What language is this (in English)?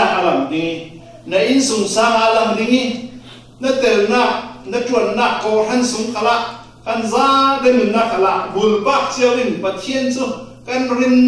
Falam Chin